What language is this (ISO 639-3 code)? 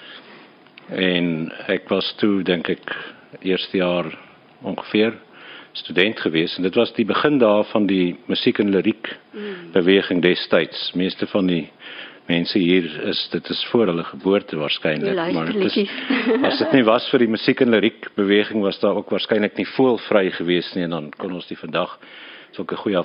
afr